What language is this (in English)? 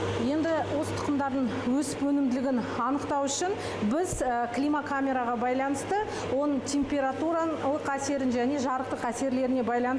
Kazakh